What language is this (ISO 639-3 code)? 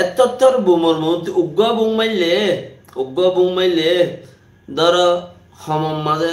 rhg